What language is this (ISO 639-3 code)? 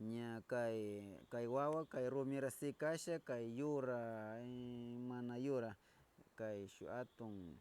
qvz